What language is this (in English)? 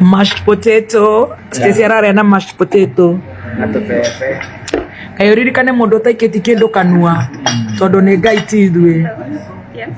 Kikuyu